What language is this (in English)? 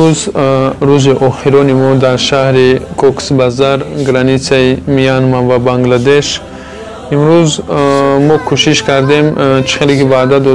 Tajik